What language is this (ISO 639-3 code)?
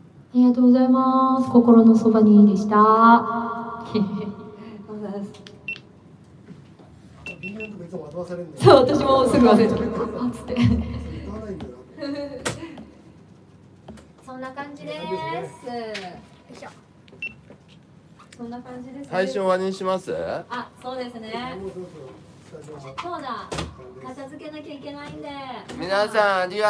jpn